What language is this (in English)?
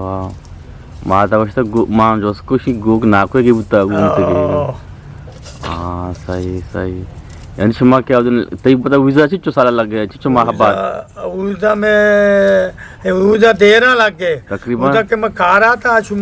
Eastern Balochi